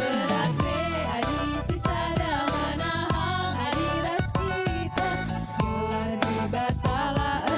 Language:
Batak Karo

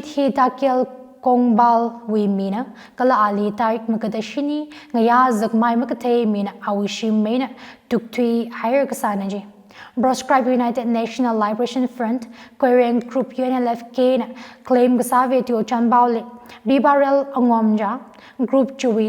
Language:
Tangkhul Naga (India)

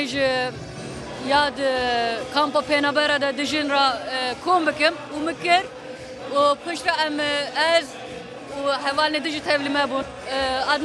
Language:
Kurdish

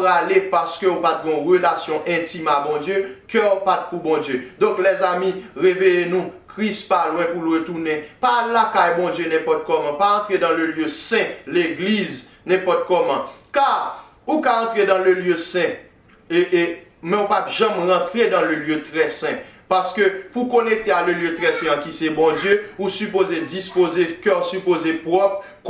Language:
Haitian Creole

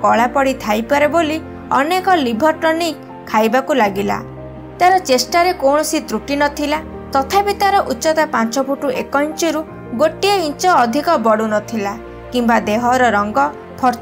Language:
Odia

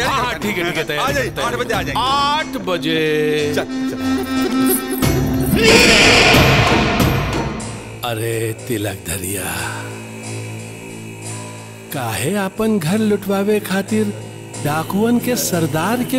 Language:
Bhojpuri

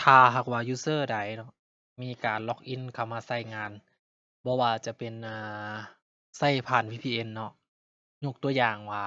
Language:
Lao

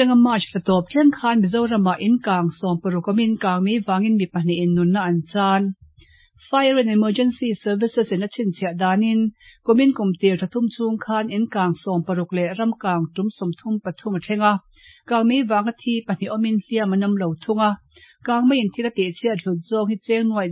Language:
Mizo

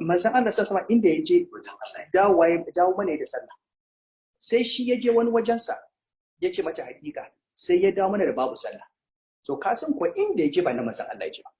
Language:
Hausa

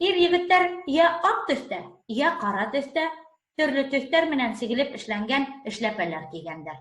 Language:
Bashkir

